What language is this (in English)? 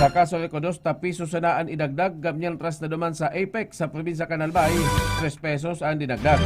Bikol